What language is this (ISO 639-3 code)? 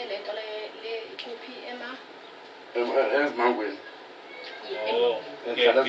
zul